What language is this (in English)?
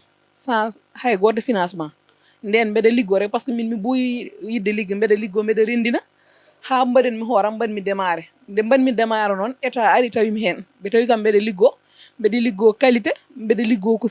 Fula